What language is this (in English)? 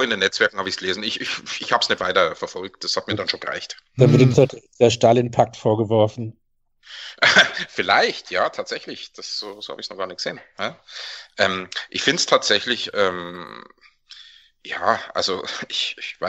German